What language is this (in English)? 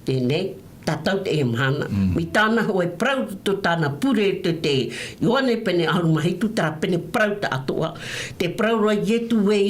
Tahitian